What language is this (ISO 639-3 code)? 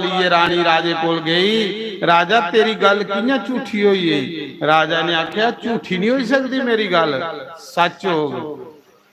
doi